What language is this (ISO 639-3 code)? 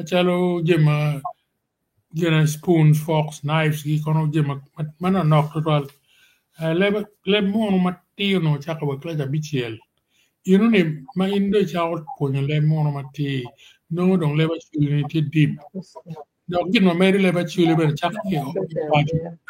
ach